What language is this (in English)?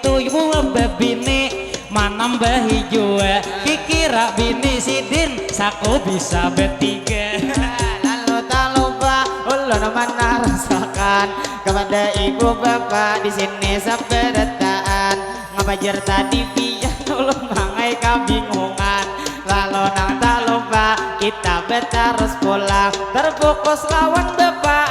Banjar